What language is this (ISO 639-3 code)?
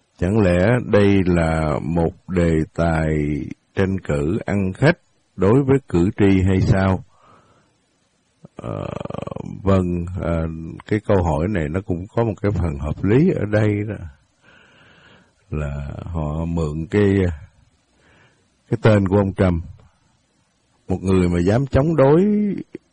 vie